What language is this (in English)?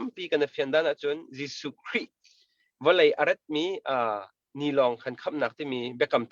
Hakha Chin